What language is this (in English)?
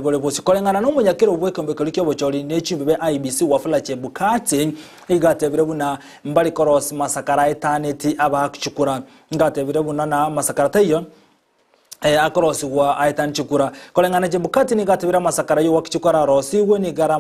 Gusii